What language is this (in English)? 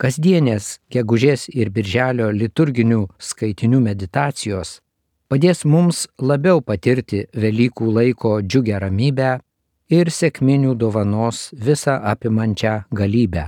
Lithuanian